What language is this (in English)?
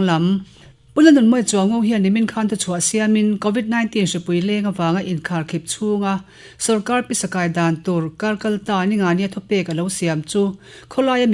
Mizo